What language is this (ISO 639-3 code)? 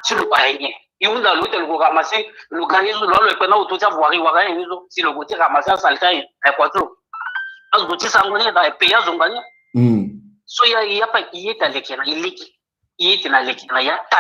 sag